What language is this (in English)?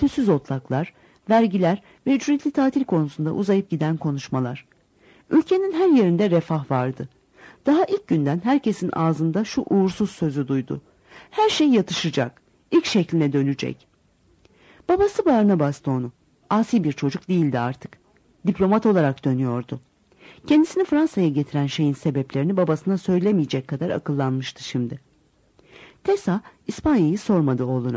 Turkish